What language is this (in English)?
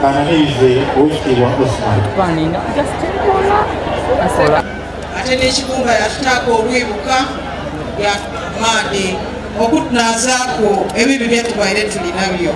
Soga